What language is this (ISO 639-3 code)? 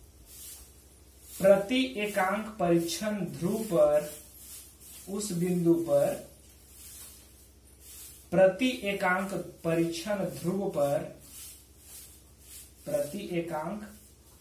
hin